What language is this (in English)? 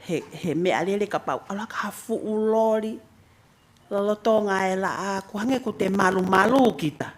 Tongan